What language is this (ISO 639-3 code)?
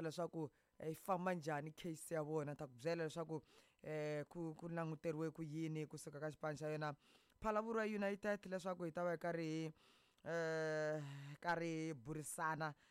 tso